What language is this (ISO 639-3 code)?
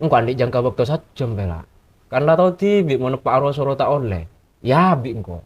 mad